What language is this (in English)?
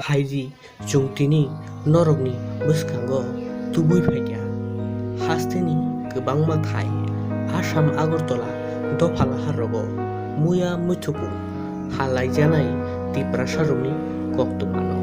Kok Borok